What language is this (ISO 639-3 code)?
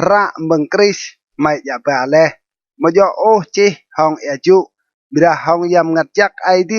rad